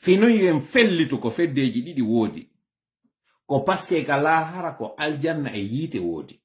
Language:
Fula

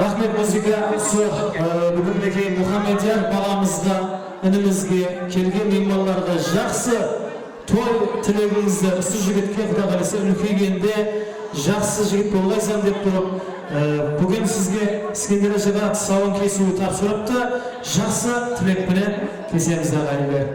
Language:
Kara-Kalpak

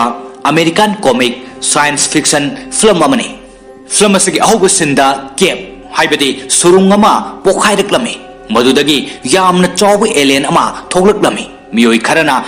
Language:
Manipuri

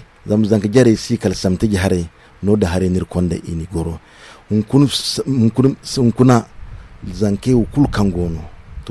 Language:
Zarma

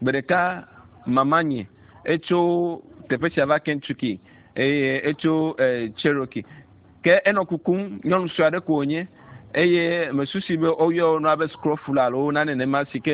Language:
Ewe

